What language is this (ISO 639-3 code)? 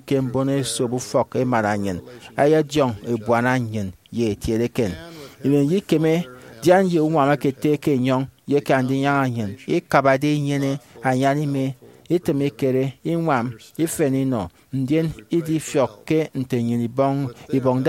efi